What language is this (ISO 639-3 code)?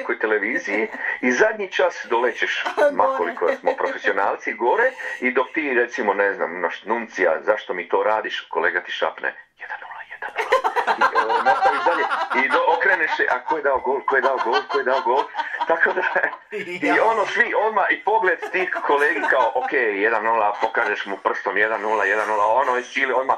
hrv